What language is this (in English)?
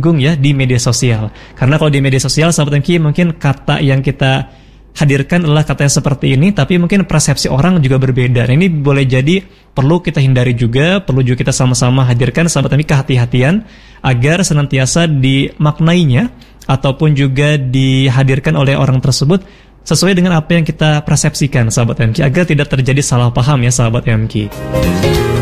Indonesian